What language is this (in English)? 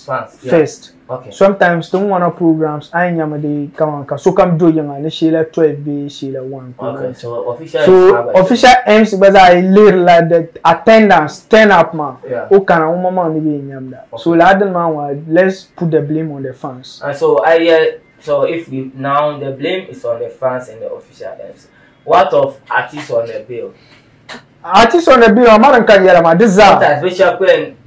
Dagbani